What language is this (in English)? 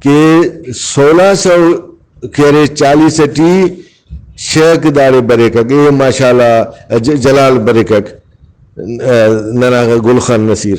Brahui